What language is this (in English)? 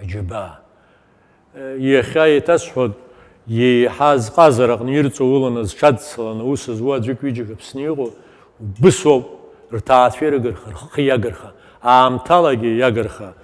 Abkhazian